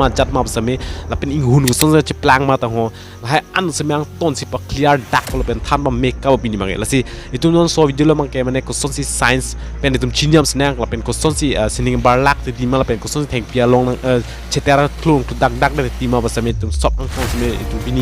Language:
Karbi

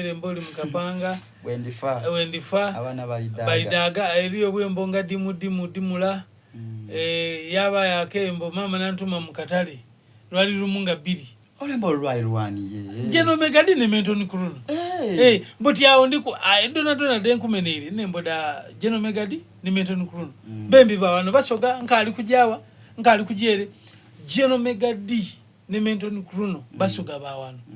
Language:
Soga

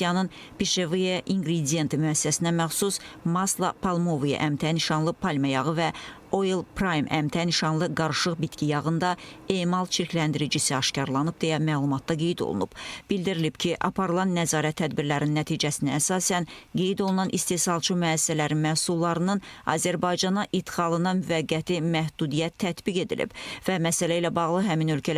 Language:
Azerbaijani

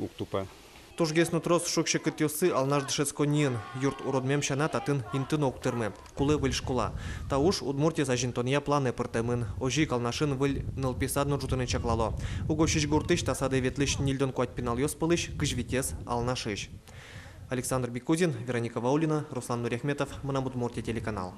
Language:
Udmurt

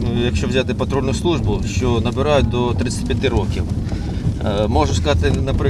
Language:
Ukrainian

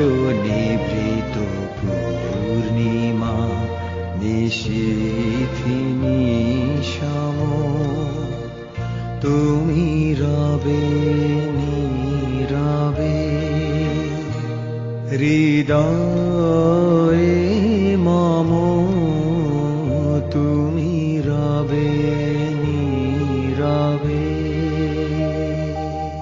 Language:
Bangla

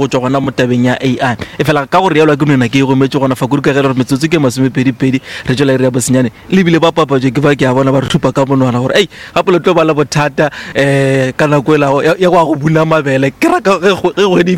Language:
Northern Sotho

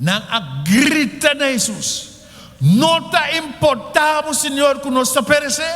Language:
Papiamento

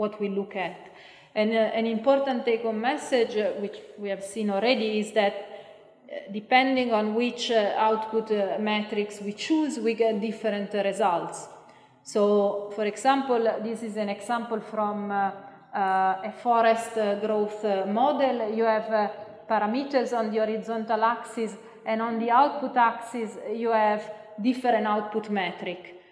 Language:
English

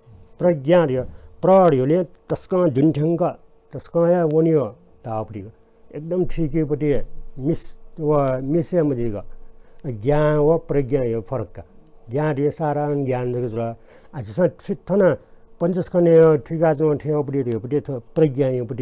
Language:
Newari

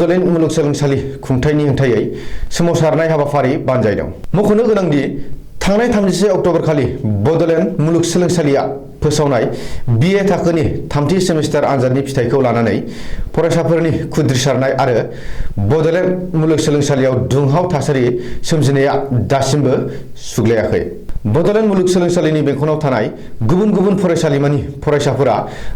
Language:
Bodo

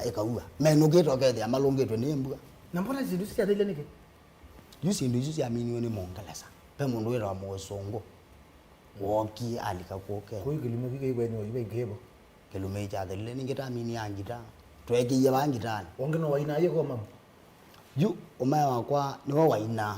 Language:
Kamba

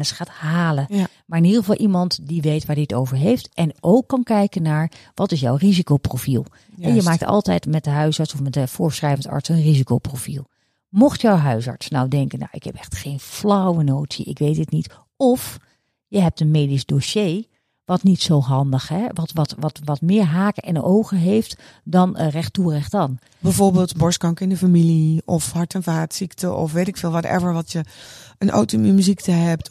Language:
Dutch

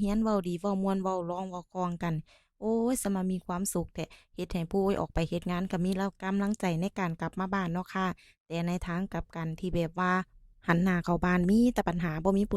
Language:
Northeastern Thai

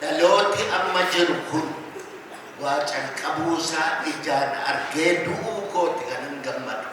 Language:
Oromo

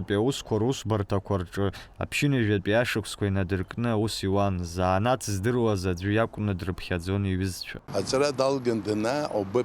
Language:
Abkhazian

